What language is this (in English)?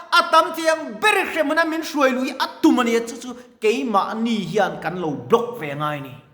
Mizo